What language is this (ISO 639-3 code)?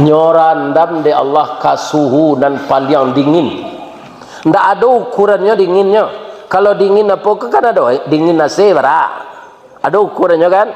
min